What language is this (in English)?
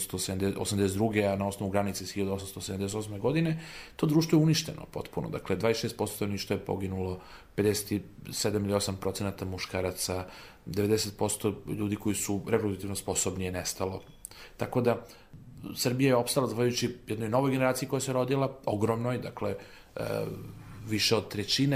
Serbian